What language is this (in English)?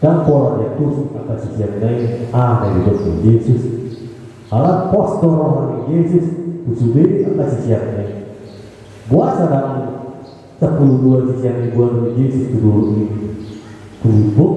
Batak Toba